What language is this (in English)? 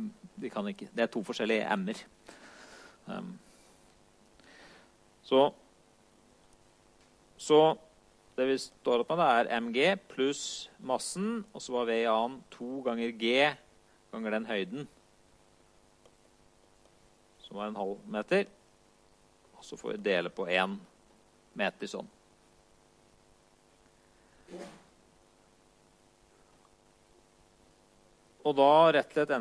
Norwegian